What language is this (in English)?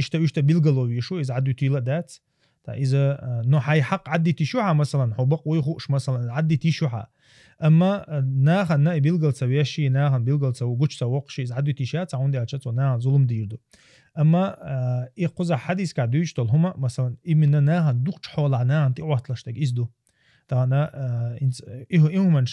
Chechen